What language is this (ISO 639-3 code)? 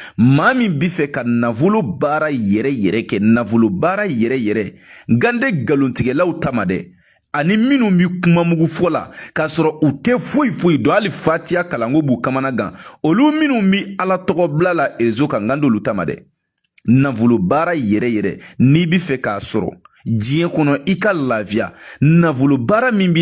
bam